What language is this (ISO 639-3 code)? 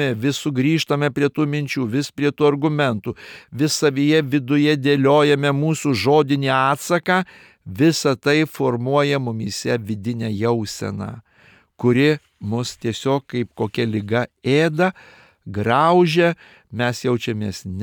lit